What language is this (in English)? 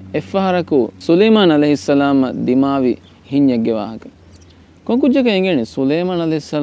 Divehi